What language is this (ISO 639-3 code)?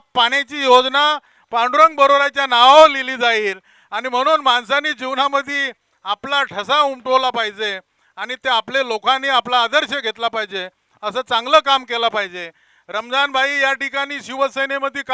mar